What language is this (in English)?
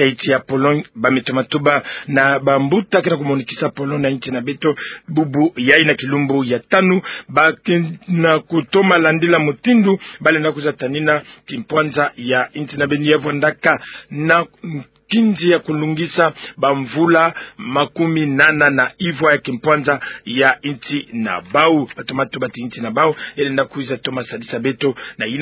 Kituba (Democratic Republic of Congo)